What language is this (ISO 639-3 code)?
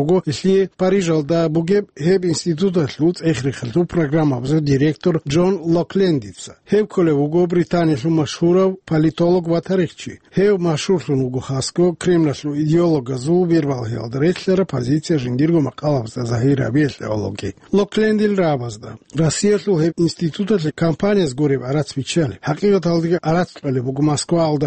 ava